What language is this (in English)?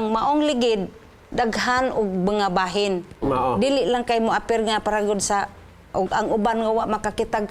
Cebuano